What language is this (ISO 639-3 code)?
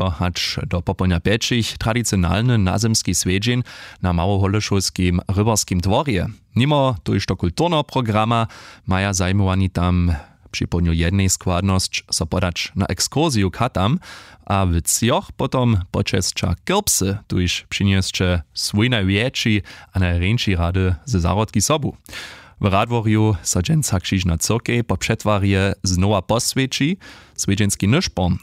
hsb